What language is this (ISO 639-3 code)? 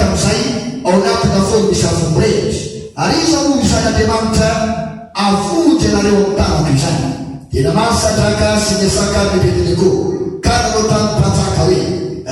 mlg